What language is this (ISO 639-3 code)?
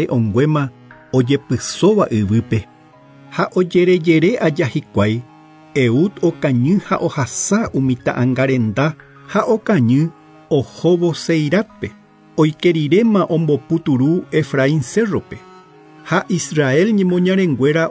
grn